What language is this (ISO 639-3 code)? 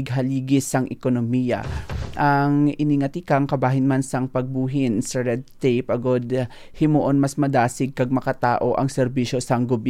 hil